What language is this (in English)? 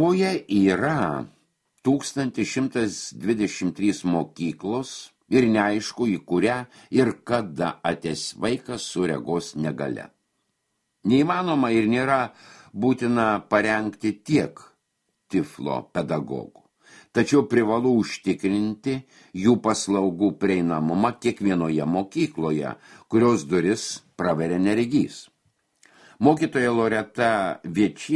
Lithuanian